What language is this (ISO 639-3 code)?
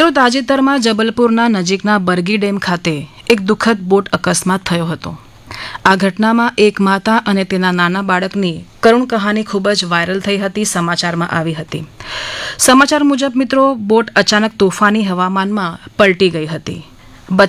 guj